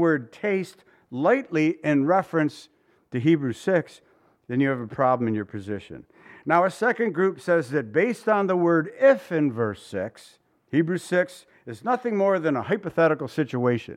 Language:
English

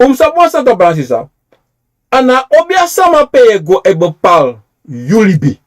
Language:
Sranan Tongo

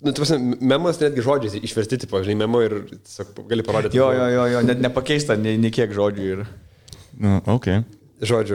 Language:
Lithuanian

